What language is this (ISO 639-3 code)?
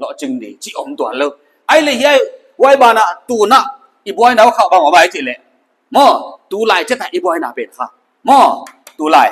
pck